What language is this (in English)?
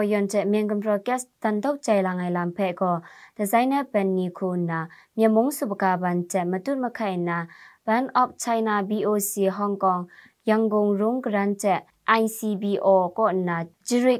Kachin